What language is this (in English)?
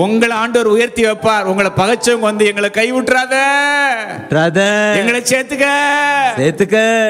Tamil